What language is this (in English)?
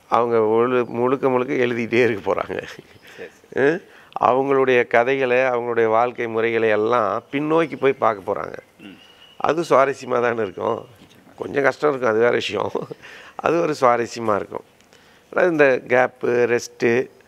Tamil